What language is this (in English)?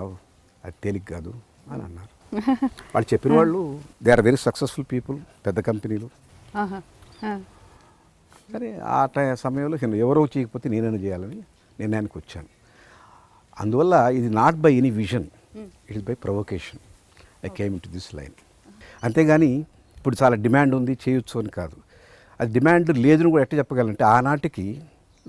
Telugu